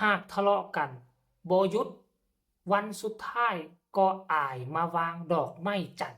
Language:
Lao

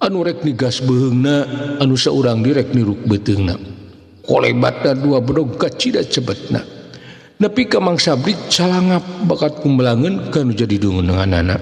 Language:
Sundanese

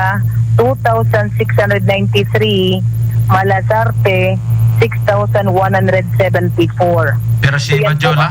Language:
Bikol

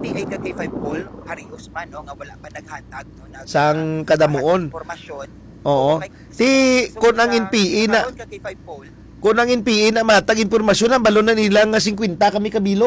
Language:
Hiligaynon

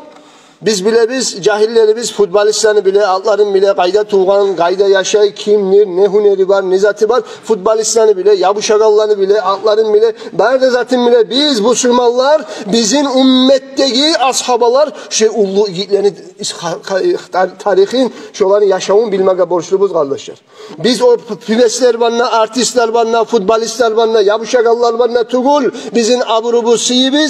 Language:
Kumyk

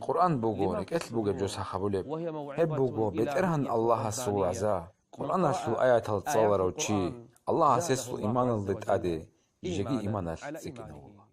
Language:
Avaric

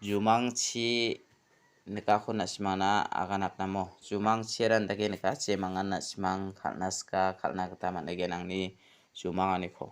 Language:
Garo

